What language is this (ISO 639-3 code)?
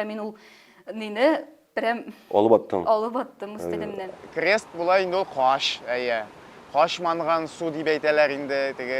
tat